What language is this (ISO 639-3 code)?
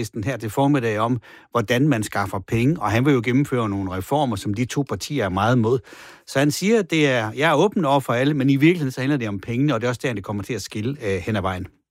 dan